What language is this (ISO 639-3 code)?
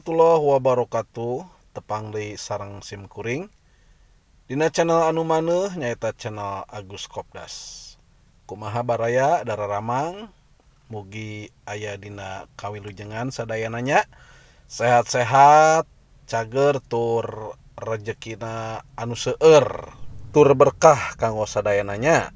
sun